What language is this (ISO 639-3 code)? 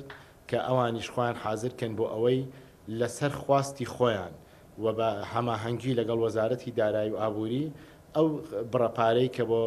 ckb